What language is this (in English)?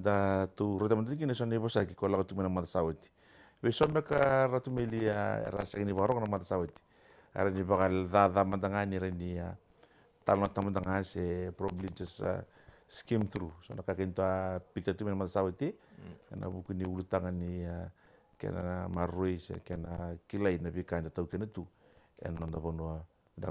Fijian